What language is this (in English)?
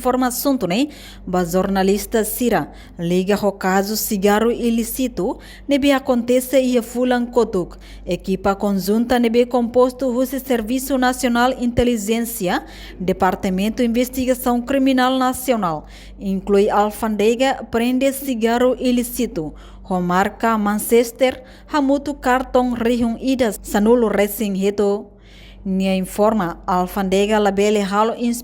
Tetum